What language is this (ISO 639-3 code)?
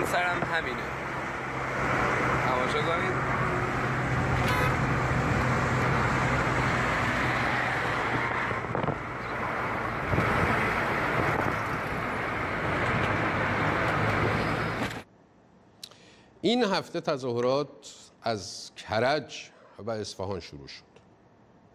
fas